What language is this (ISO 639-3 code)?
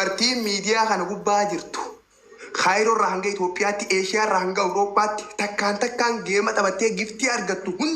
orm